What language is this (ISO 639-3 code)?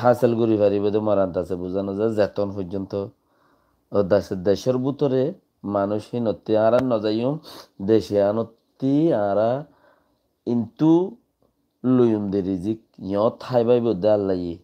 rhg